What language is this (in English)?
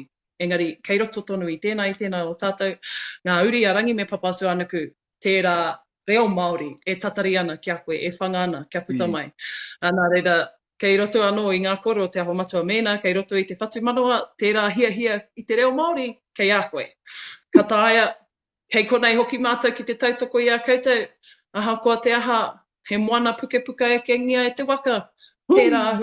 Māori